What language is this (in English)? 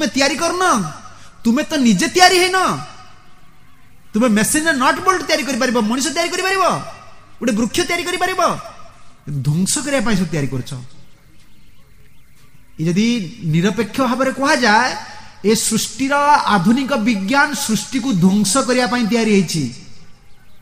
Odia